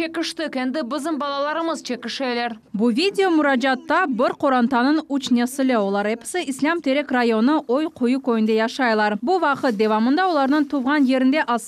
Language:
Crimean Tatar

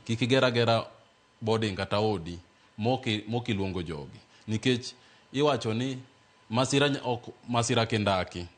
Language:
Luo (Kenya and Tanzania)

